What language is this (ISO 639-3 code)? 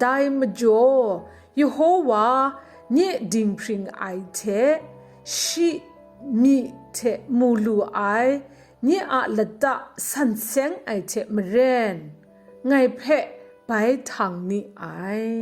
kac